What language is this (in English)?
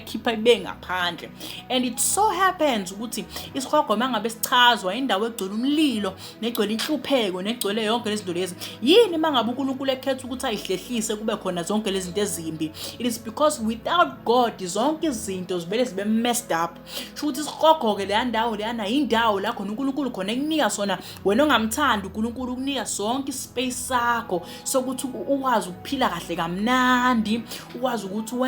Zulu